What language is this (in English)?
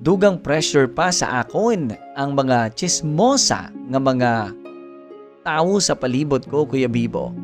Hiligaynon